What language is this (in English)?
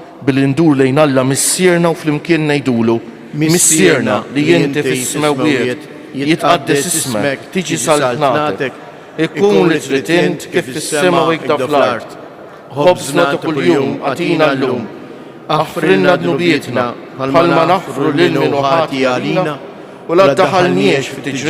Maltese